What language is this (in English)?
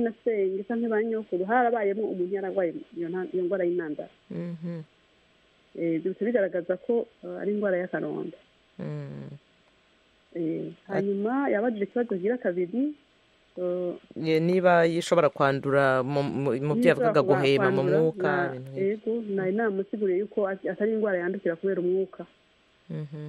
Kinyarwanda